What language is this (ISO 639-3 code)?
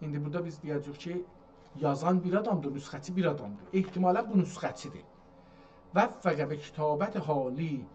azb